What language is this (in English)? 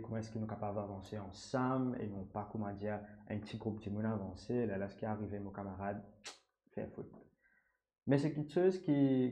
Morisyen